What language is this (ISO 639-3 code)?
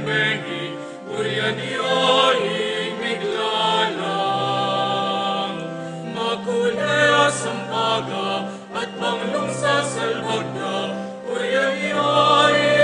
pam